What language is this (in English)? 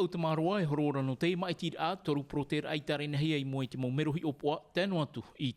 Tahitian